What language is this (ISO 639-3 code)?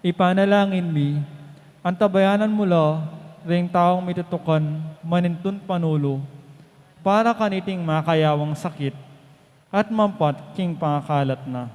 pam